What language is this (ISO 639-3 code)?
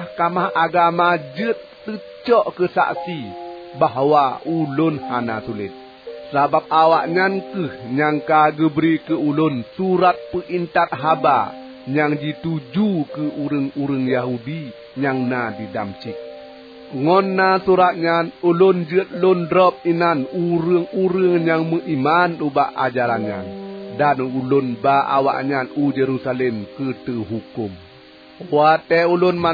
ace